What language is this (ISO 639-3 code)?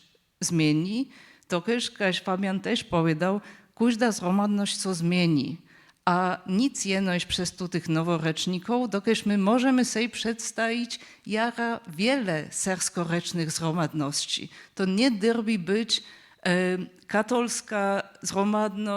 hsb